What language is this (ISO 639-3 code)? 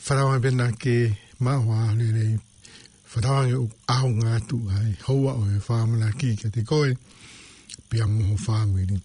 ton